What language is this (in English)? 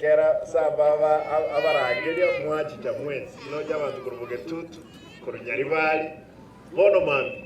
Gusii